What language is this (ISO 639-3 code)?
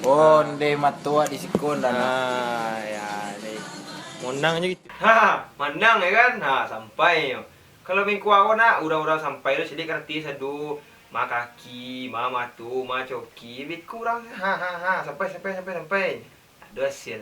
min